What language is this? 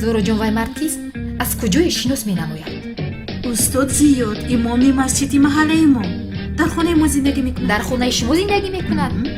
Tajik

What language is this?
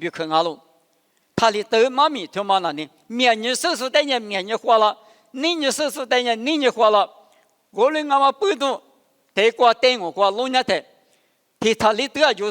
Lisu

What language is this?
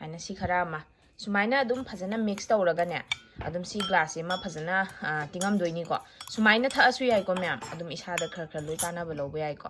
Manipuri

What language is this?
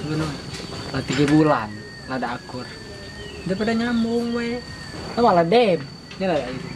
Musi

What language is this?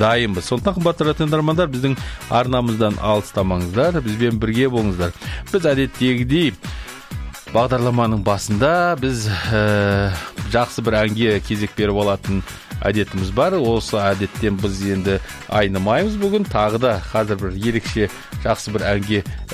Kazakh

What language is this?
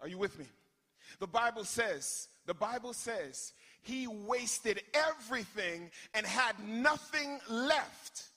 Haitian Creole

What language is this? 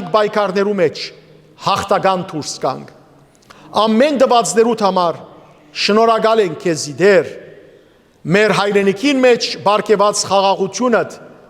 Western Armenian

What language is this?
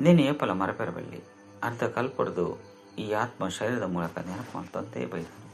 Tulu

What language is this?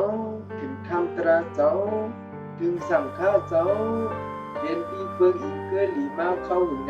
Shan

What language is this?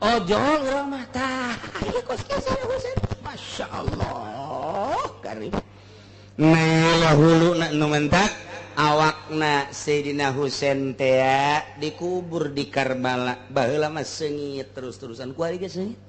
Sundanese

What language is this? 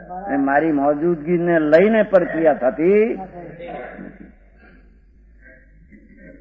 Gujarati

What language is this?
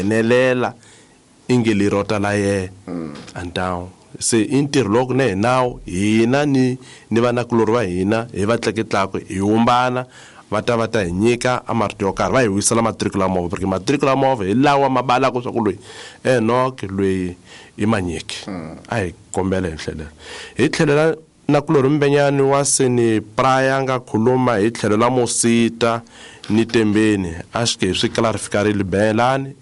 Tsonga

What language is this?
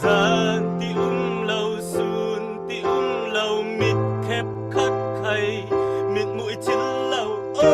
Falam Chin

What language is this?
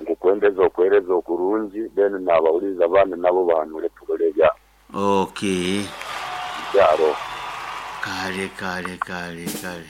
Nyankole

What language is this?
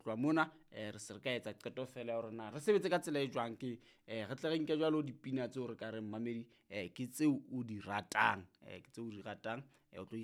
Southern Sotho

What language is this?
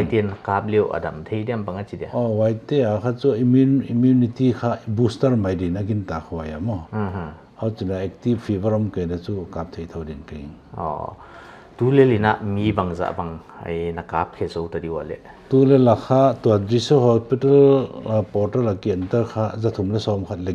Paite Chin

